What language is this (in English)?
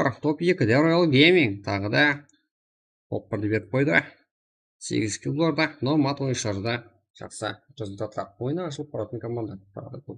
Kara-Kalpak